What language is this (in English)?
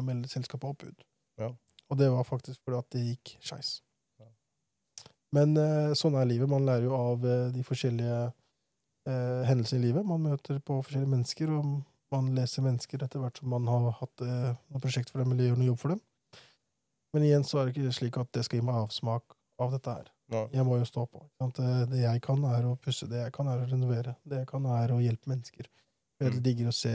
Norwegian